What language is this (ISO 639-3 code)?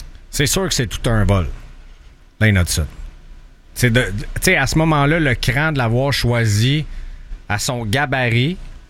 fra